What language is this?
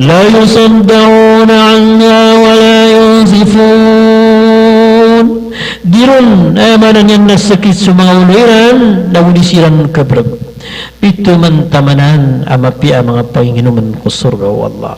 Maranao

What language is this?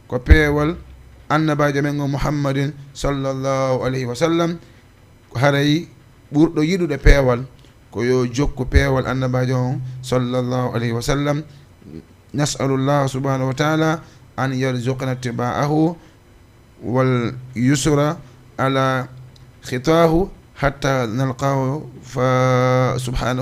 Fula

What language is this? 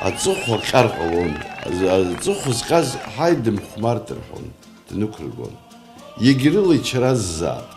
Abkhazian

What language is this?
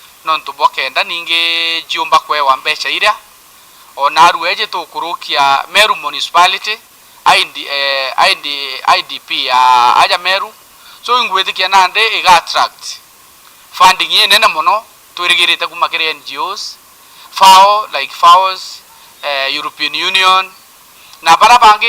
Meru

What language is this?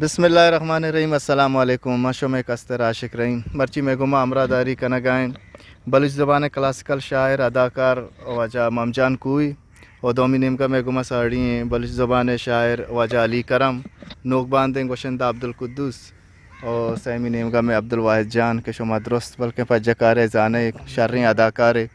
Eastern Balochi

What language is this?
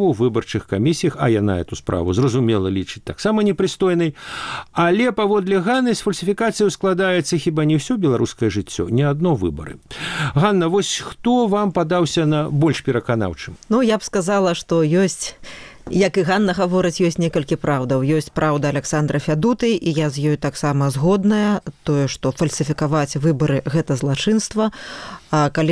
Belarusian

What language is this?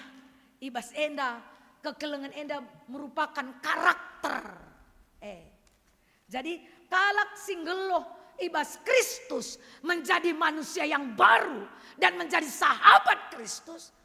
Batak Karo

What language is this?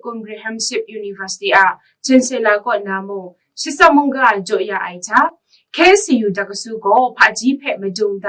Kachin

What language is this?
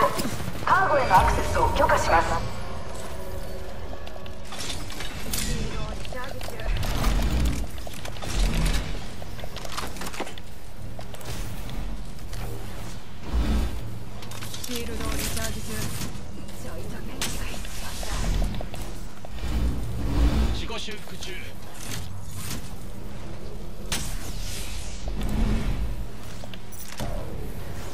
Japanese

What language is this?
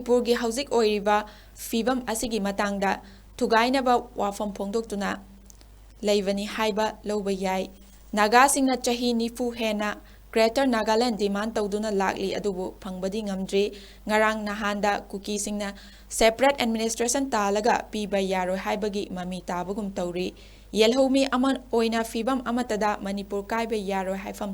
Manipuri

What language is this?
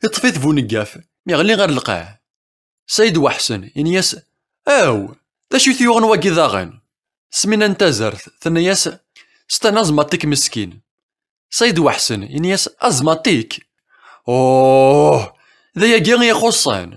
Kabyle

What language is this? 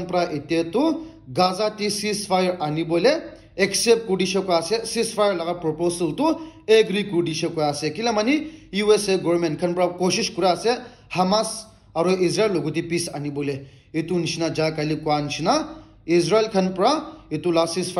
Naga Pidgin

